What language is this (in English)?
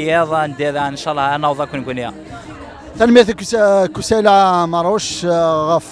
Kabyle